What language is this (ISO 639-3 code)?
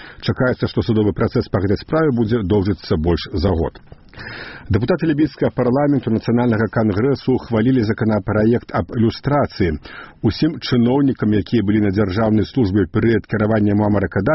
bel